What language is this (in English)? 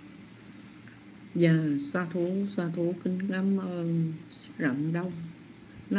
Vietnamese